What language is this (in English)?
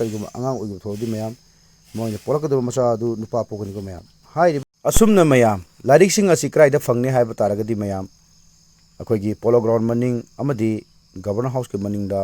Manipuri